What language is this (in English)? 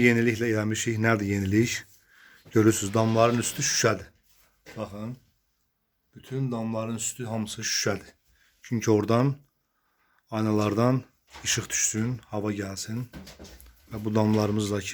Azerbaijani